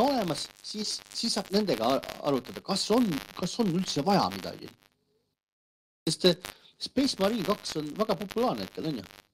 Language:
Estonian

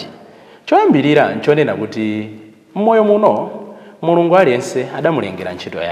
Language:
Nyanja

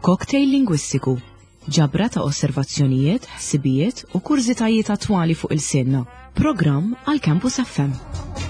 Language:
Maltese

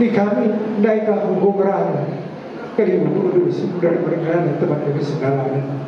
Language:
Batak Karo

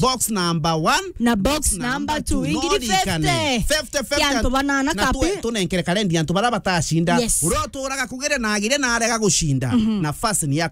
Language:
Meru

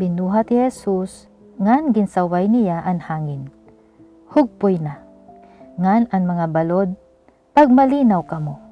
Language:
Waray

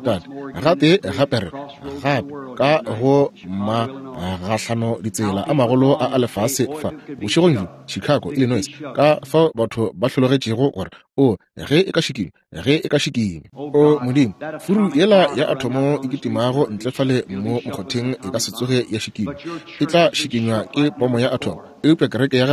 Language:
Northern Sotho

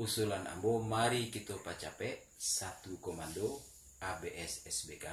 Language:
Minangkabau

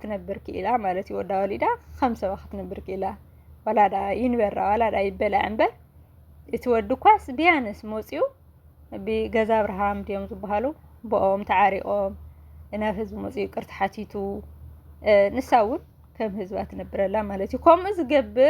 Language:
Tigrinya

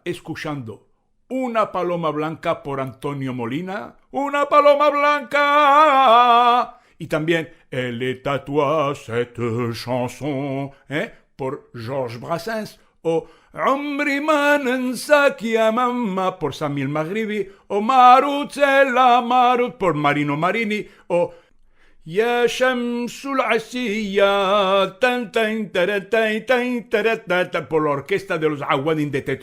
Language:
Ladino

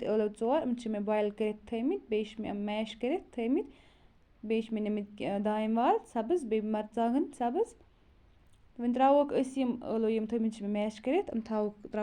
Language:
Kashmiri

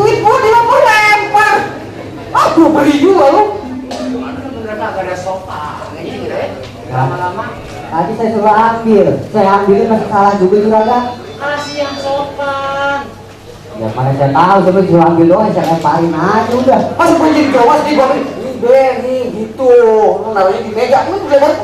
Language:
Betawi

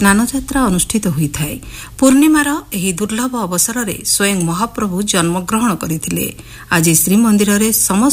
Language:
Odia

